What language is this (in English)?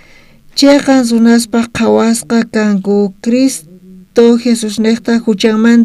South Bolivian Quechua